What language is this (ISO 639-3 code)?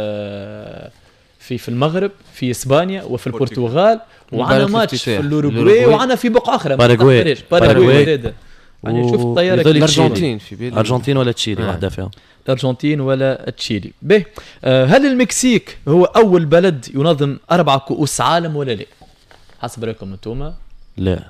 aeb